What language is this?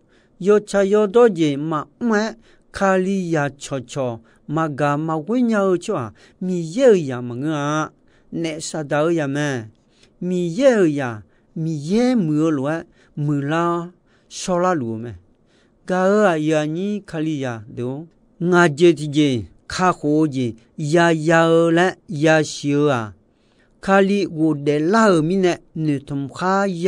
Akha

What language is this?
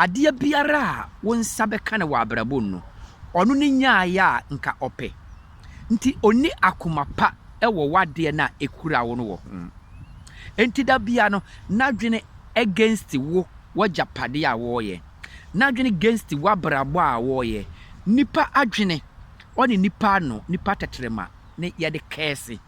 Akan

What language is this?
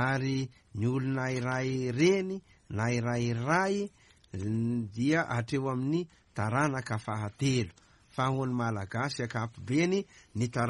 Malagasy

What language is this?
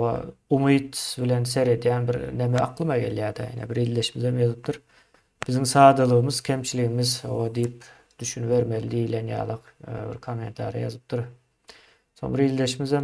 Turkmen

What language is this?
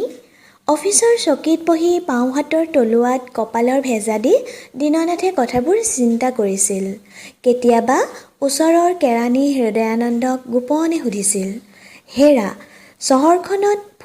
Assamese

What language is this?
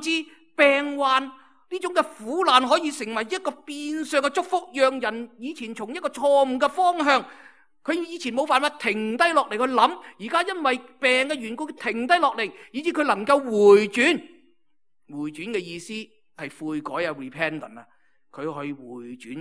Cantonese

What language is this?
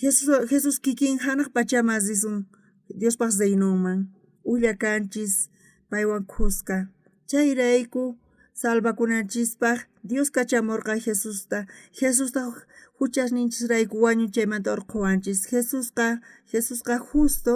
South Bolivian Quechua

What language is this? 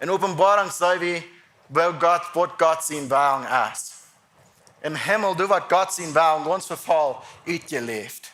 Plautdietsch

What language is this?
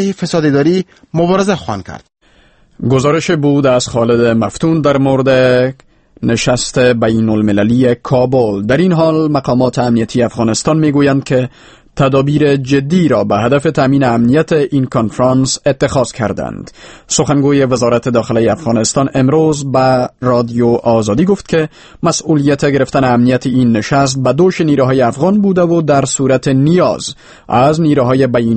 Persian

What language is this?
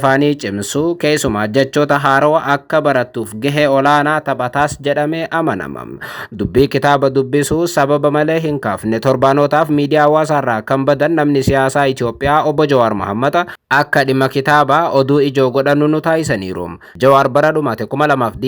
Oromo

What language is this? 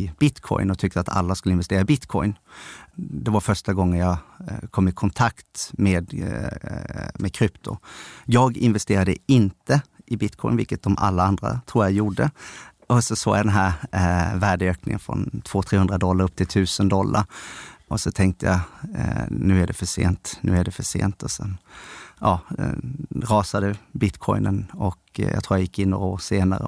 Swedish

